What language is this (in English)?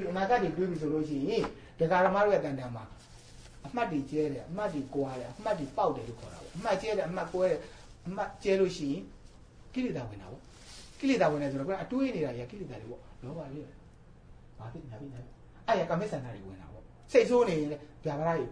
Burmese